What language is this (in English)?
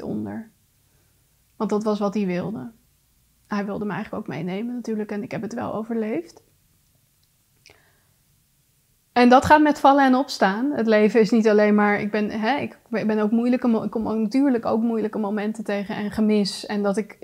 Dutch